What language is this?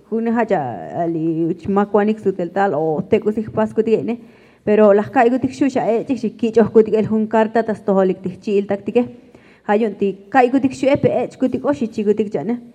Tzotzil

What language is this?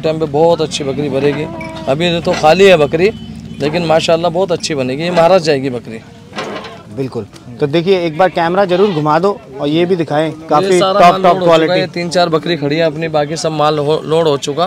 Hindi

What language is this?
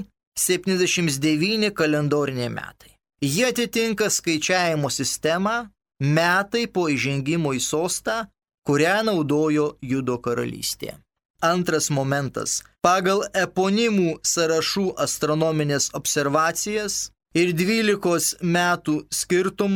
Lithuanian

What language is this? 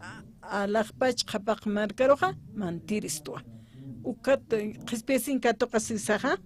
Aymara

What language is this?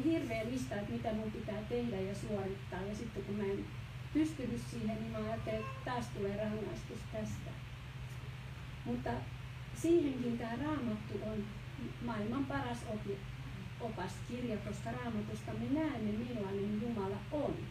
Finnish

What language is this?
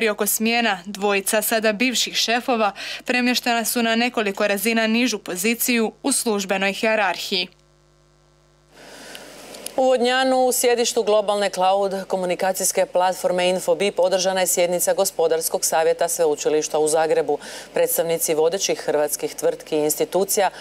Croatian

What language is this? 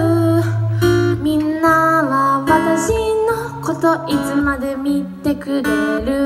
Japanese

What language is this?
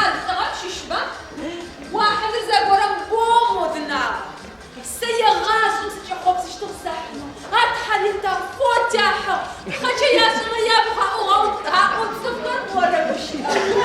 Adyghe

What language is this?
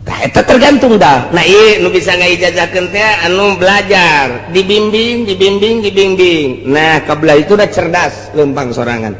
Sundanese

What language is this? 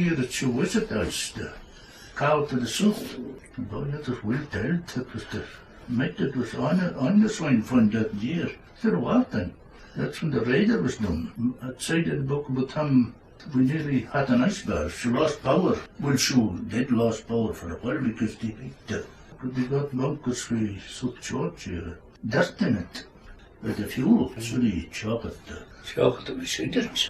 Scots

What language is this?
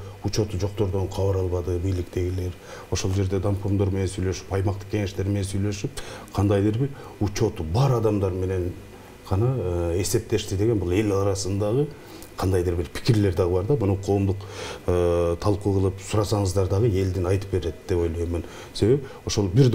Kyrgyz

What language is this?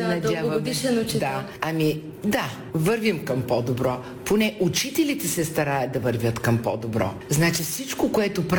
Bulgarian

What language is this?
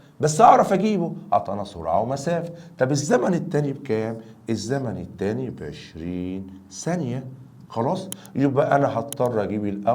Egyptian Arabic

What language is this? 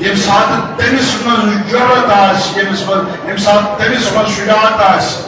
Kashmiri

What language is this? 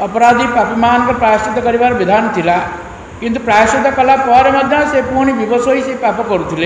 Odia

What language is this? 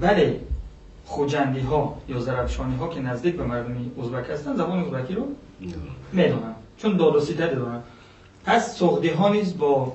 Persian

